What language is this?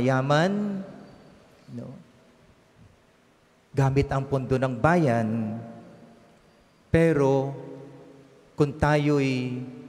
Filipino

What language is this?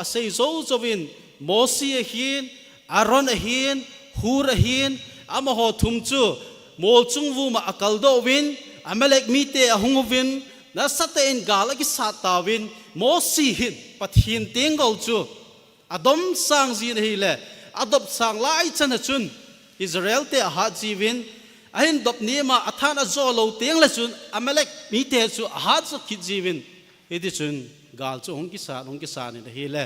Thado Chin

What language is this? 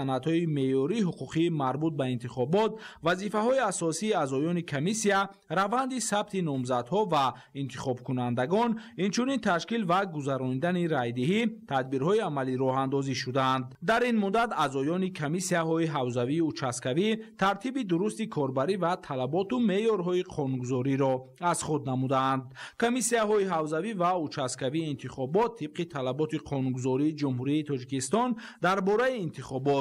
Tajik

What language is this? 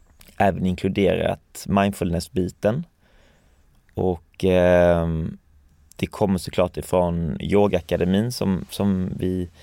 Swedish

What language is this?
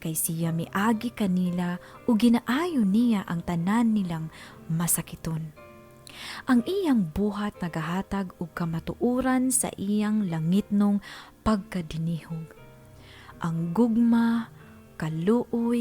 Cebuano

